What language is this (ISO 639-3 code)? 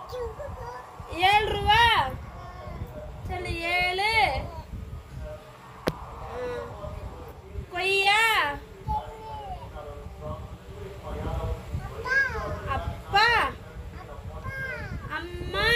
tam